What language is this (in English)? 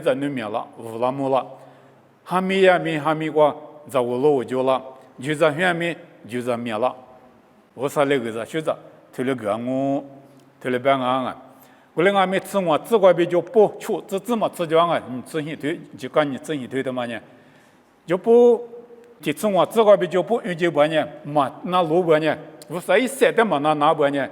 Lisu